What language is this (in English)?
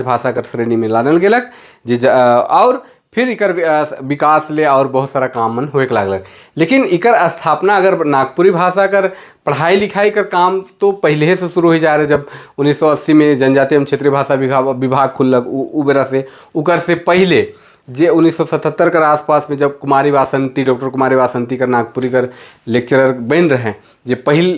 Sadri